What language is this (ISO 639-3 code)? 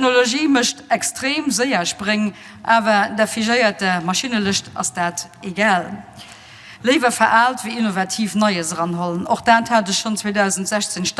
ltz